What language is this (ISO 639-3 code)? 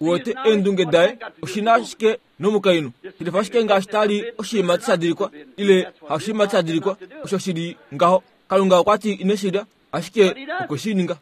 kua